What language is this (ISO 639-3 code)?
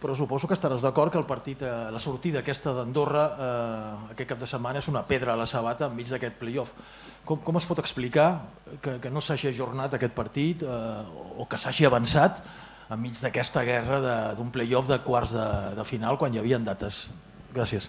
cat